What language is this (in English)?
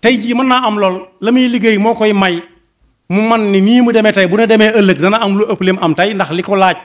Wolof